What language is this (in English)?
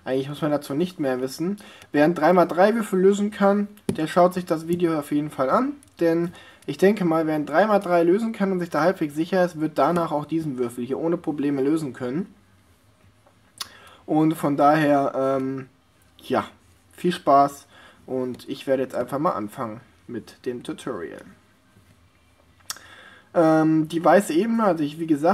German